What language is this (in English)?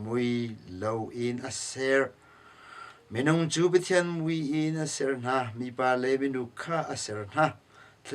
Hakha Chin